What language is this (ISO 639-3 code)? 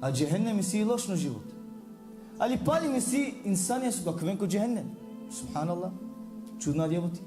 rmn